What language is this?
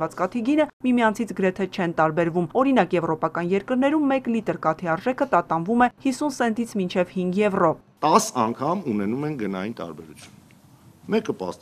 Armenian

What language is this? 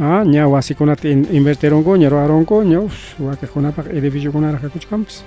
Ayacucho Quechua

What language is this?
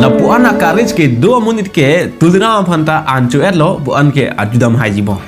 Karbi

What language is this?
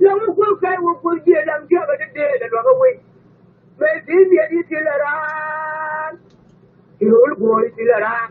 Nuer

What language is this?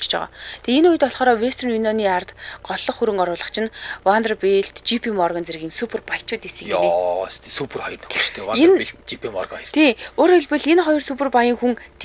Mongolian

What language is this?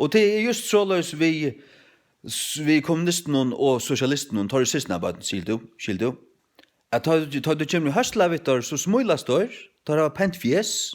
Faroese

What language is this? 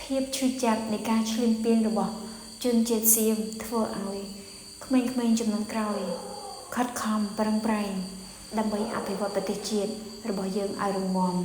Khmer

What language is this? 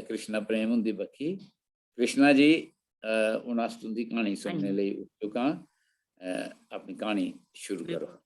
Dogri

